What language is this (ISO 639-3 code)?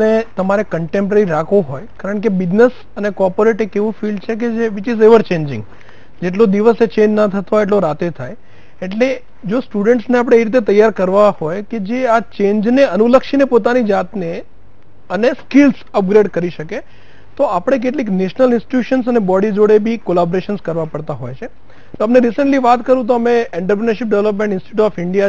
guj